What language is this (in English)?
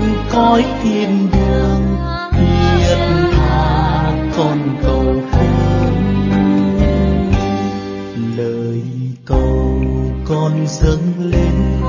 Vietnamese